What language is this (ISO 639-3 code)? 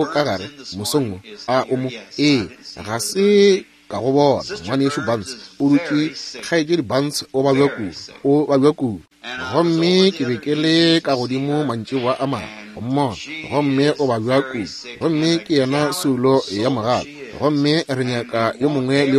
nso